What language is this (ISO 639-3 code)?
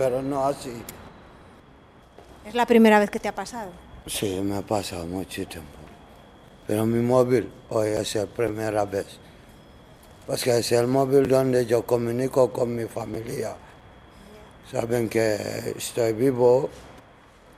spa